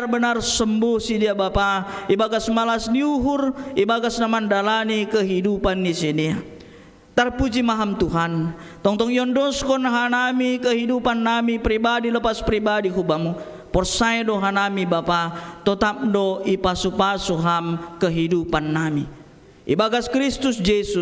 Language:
Batak Simalungun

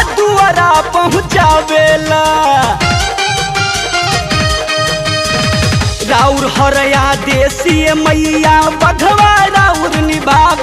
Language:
Bhojpuri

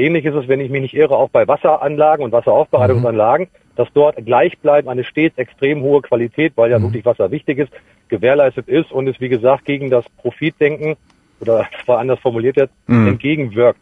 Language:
German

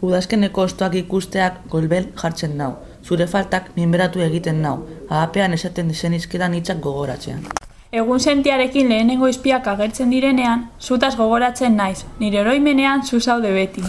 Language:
Basque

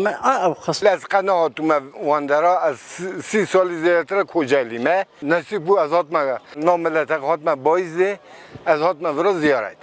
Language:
Kurdish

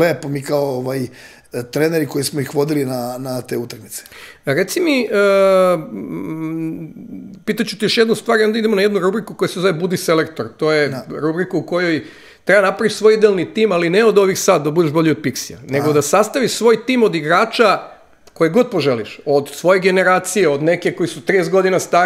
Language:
Serbian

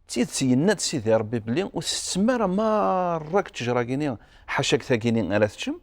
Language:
Kabyle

